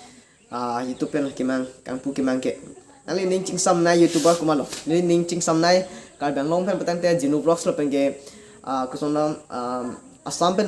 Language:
Karbi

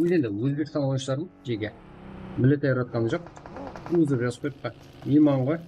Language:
Kara-Kalpak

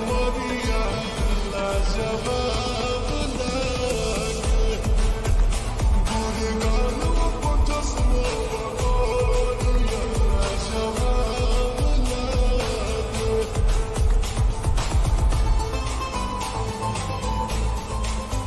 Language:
Bhojpuri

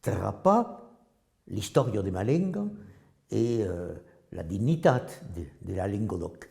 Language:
Occitan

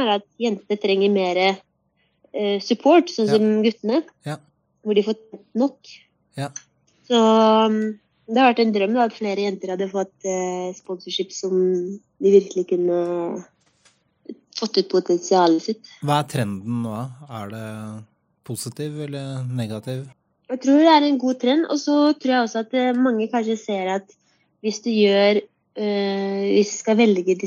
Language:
Norwegian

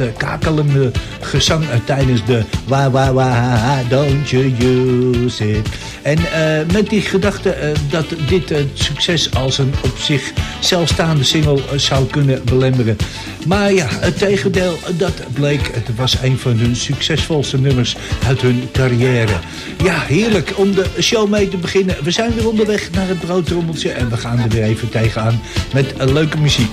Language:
Dutch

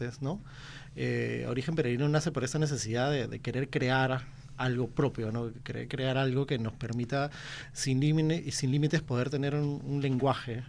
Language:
Spanish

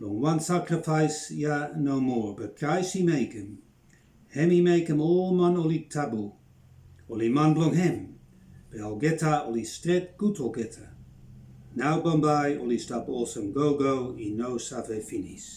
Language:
Bislama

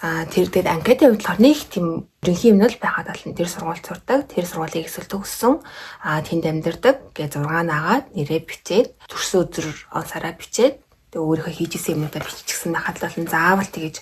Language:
Mongolian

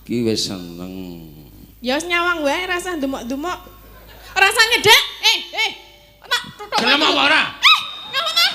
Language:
Javanese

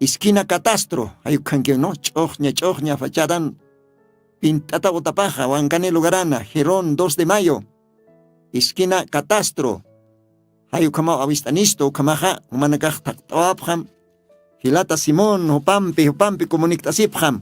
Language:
Aymara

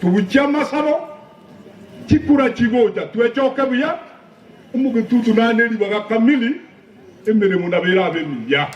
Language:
Gusii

